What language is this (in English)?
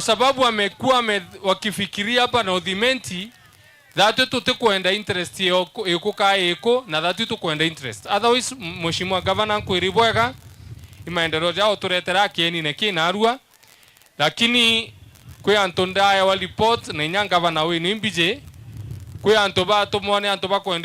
Meru